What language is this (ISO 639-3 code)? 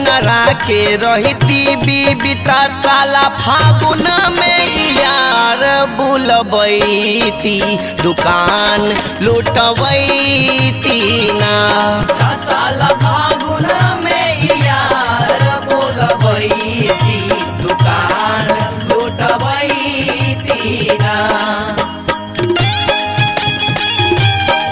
bho